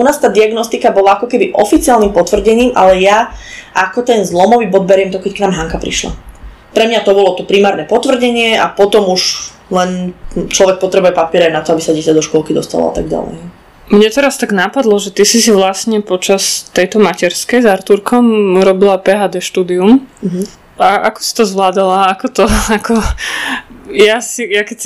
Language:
Slovak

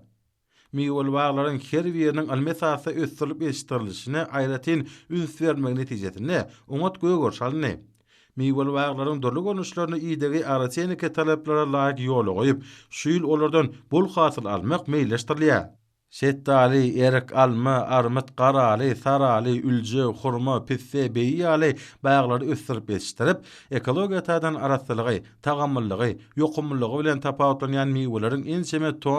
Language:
Turkmen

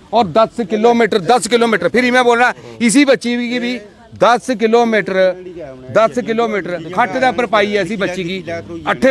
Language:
Dogri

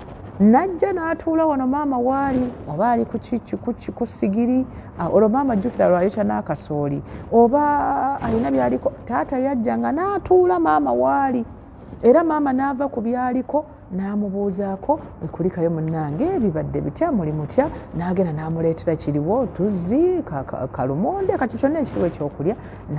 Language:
Ganda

